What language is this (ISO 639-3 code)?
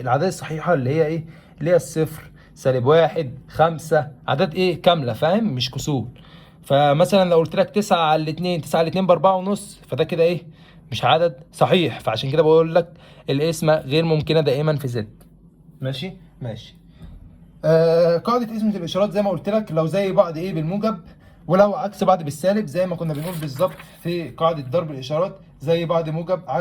arz